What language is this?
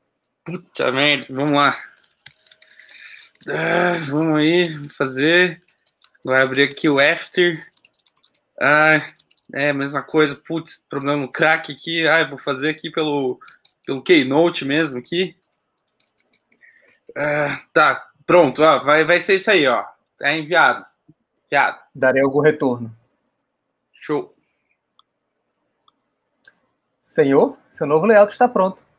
Portuguese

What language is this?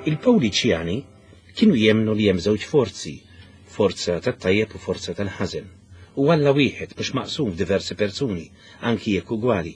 Maltese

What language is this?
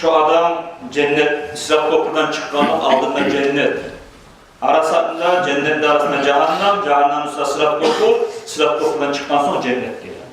Kumyk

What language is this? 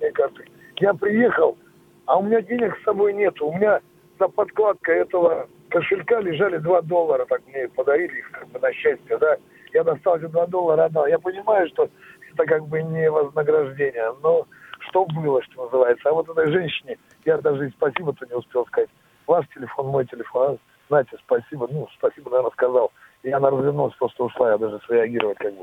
Russian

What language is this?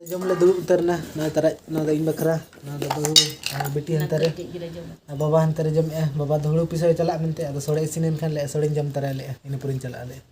Santali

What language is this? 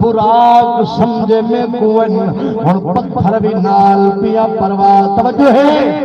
Saraiki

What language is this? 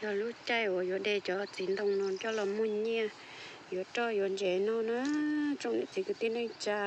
Hmong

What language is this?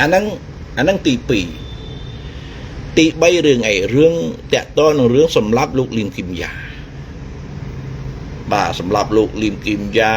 Khmer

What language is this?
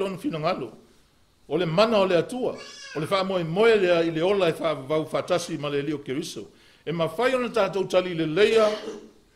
Samoan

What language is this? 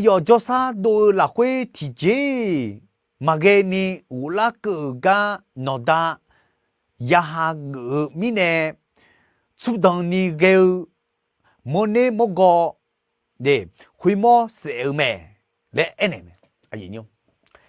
Akha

